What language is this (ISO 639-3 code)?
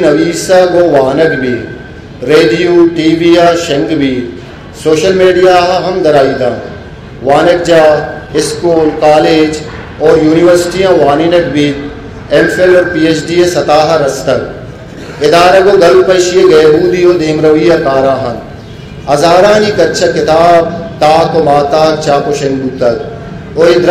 bgp